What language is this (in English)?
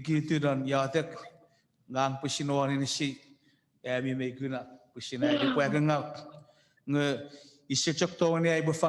Chuukese